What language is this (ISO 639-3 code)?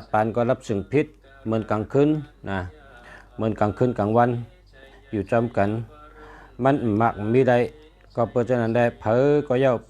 shn